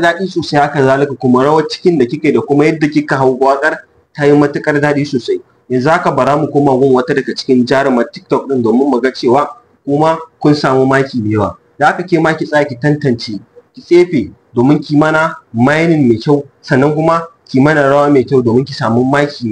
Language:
Hausa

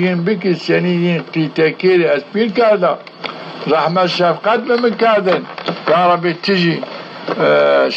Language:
Zaza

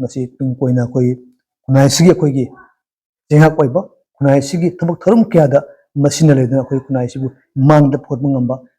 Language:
Manipuri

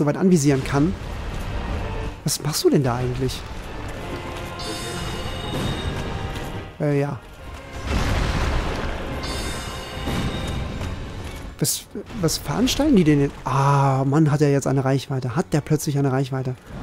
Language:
German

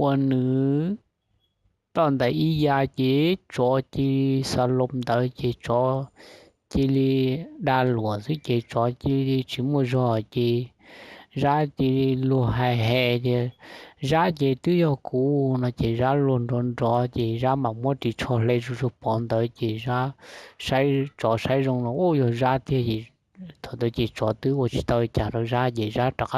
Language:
Hmong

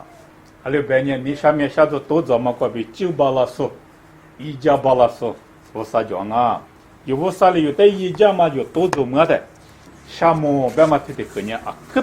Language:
Lisu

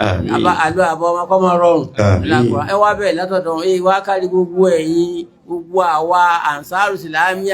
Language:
Yoruba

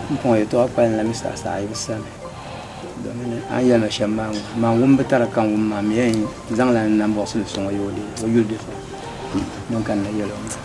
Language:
Dagbani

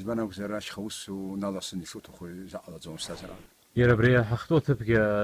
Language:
Abkhazian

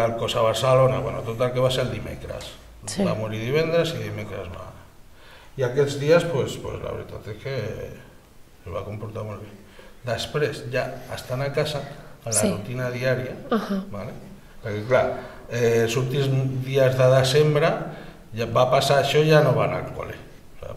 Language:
Catalan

